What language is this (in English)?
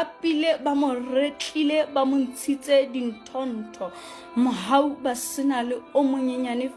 Southern Sotho